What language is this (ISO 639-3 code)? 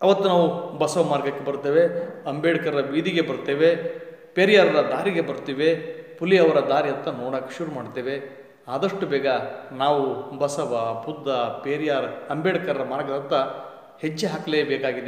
kan